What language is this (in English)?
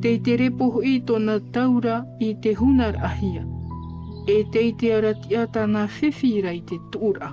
Tahitian